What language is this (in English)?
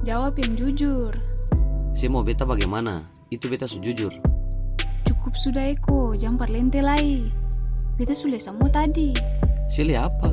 Ambonese Malay